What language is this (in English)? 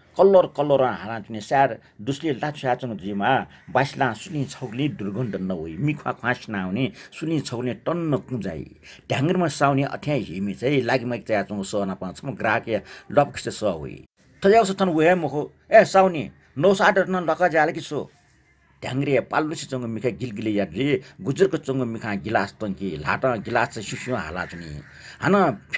Newari